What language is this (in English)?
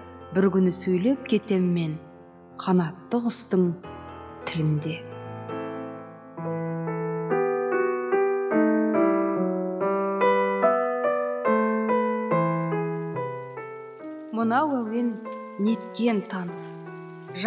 Kazakh